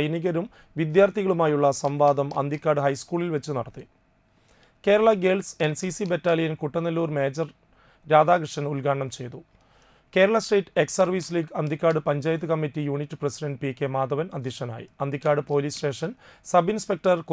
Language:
Malayalam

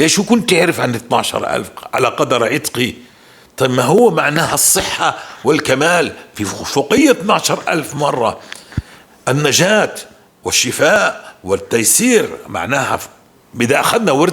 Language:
North Levantine Arabic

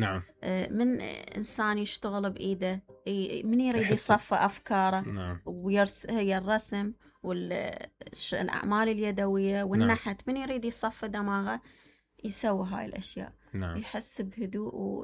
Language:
Mesopotamian Arabic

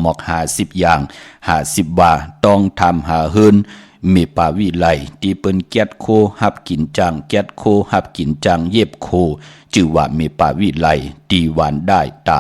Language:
Shan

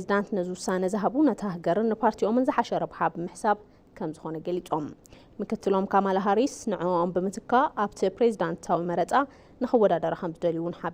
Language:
Tigrinya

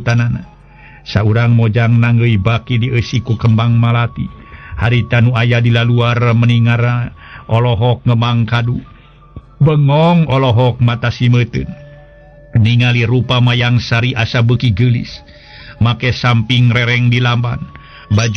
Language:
Sundanese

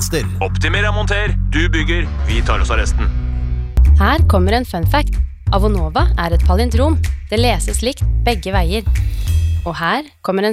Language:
Norwegian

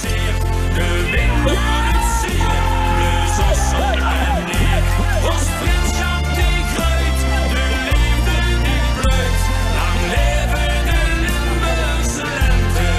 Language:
Limburgish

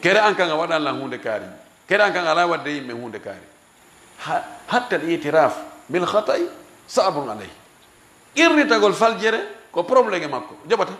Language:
Fula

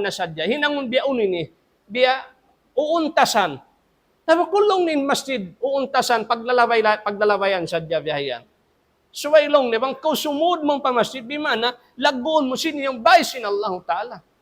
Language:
Tausug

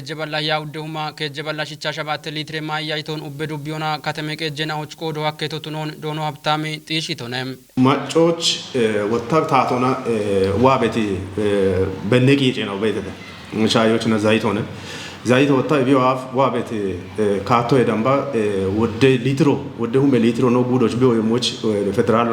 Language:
Kafa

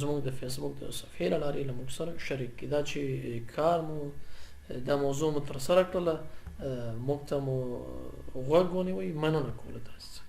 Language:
Pashto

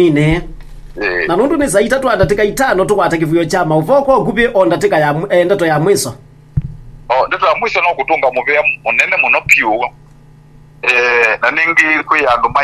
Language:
Kamba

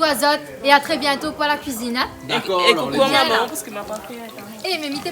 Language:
Réunion Creole French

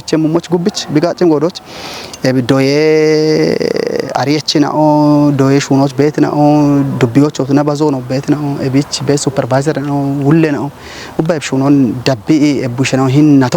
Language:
Kafa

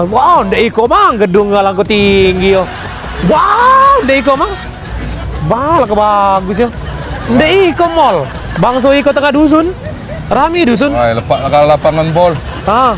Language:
Musi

